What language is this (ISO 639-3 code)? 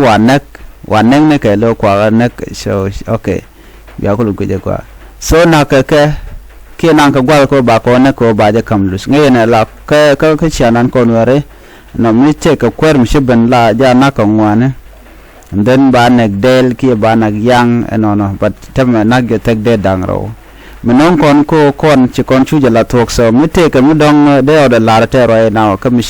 nus